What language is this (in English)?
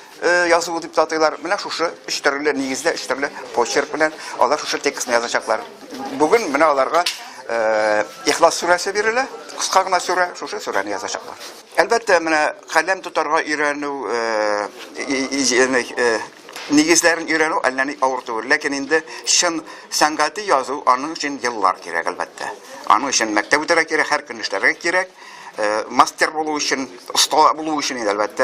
Tatar